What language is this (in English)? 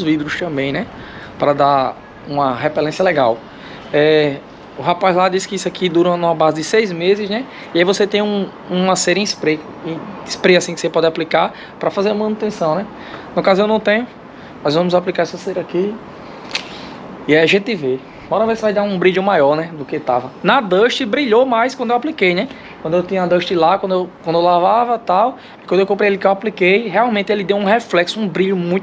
Portuguese